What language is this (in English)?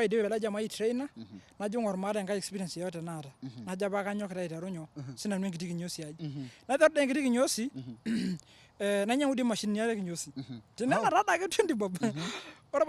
Masai